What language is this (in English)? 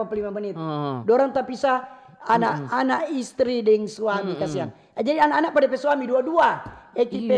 Manado Malay